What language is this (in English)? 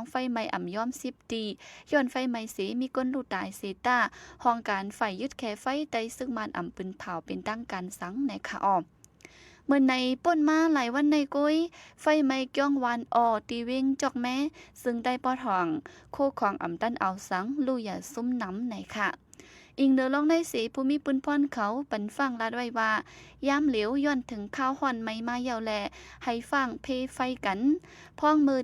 Shan